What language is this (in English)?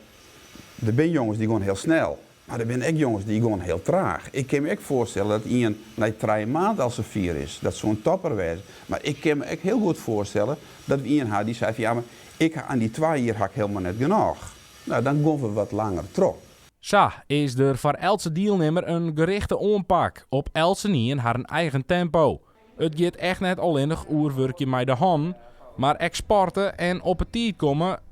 Western Frisian